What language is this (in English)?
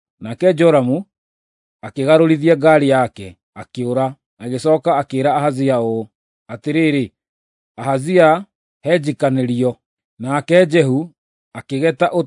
Kikuyu